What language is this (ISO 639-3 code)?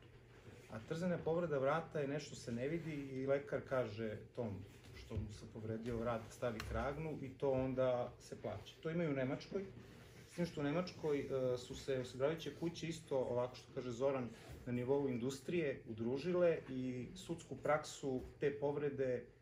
srp